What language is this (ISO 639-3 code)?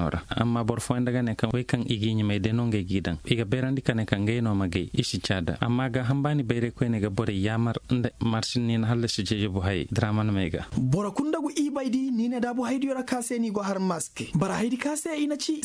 dje